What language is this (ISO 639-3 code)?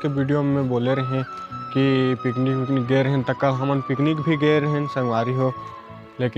hne